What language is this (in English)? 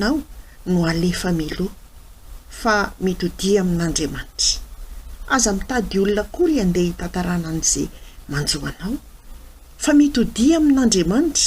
Malagasy